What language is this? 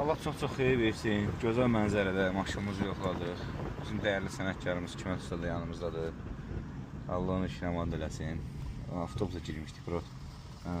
Azerbaijani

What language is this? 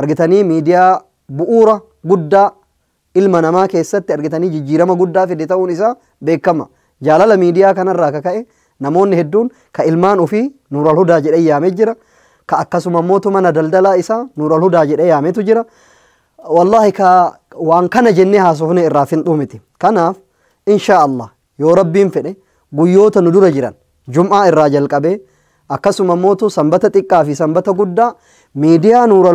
Oromo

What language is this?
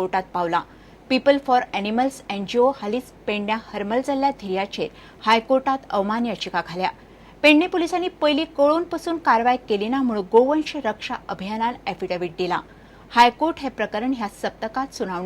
Konkani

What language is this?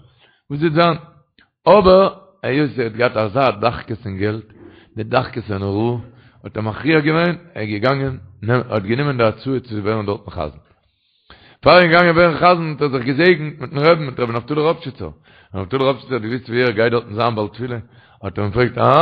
Yiddish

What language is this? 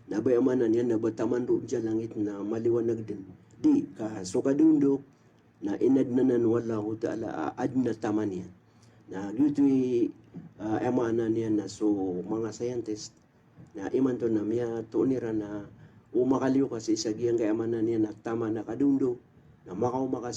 Maranao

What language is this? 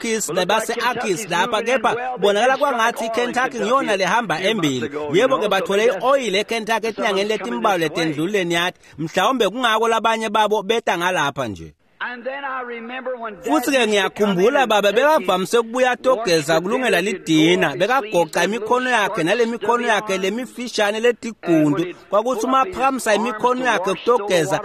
Swati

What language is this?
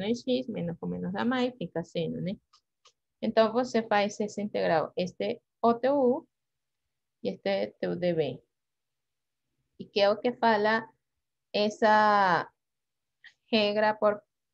Portuguese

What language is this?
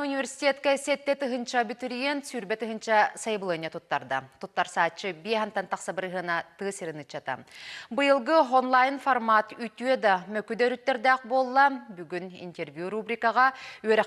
Yakut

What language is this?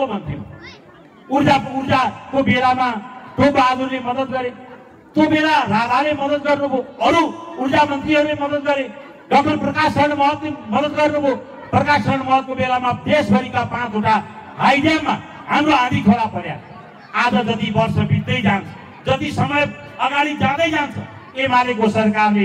Nepali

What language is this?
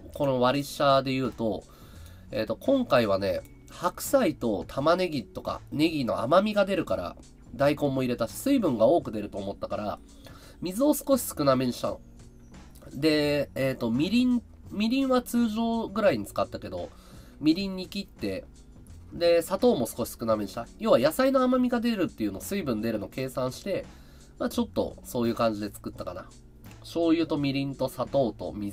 Japanese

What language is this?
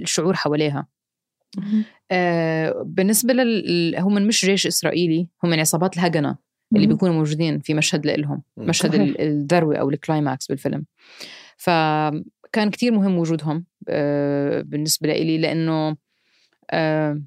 North Levantine Arabic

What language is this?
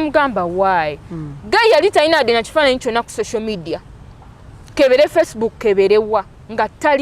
Ganda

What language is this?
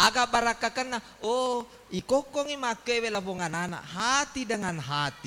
Buginese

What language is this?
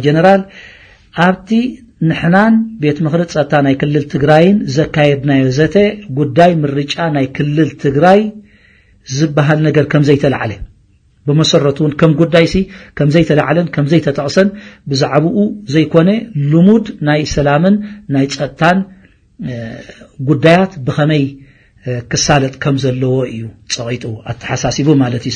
Tigrinya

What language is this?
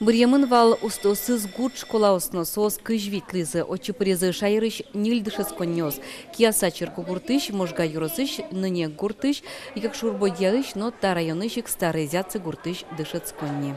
Udmurt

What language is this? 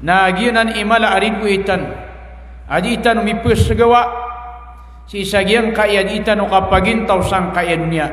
Maranao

